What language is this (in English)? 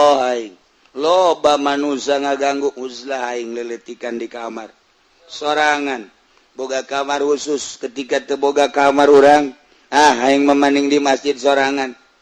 Sundanese